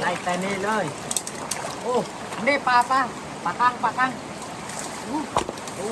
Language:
Northeastern Thai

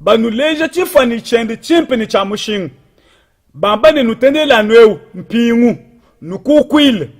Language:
Luba-Lulua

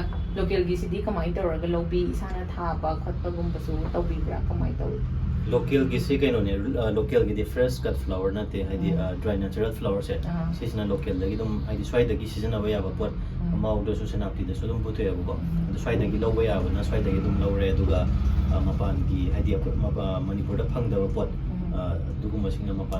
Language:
Manipuri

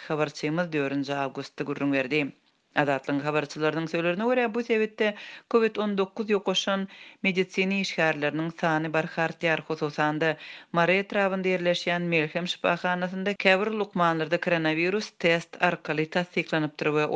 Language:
Turkmen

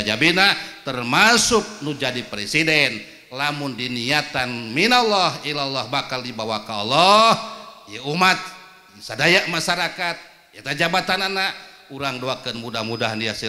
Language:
Sundanese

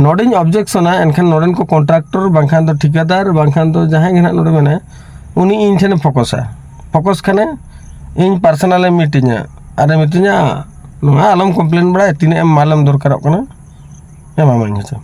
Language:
Santali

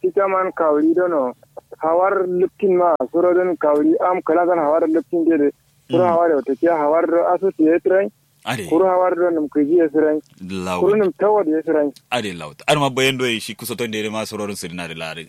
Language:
Kanuri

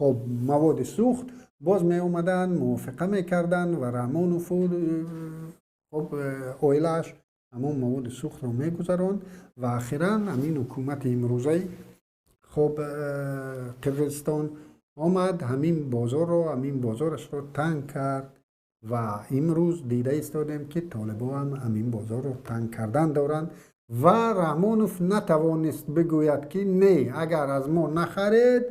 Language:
Tajik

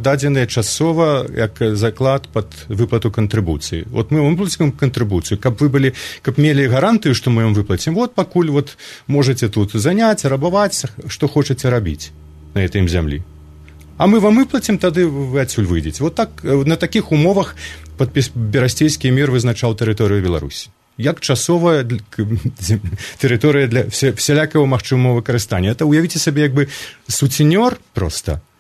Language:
Belarusian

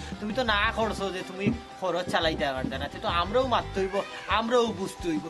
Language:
Sylheti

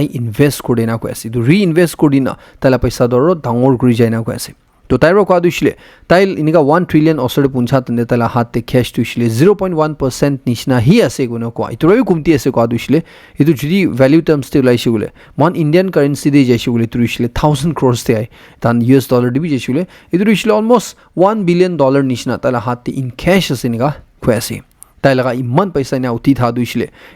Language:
Naga Pidgin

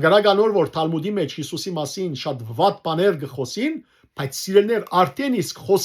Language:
Western Armenian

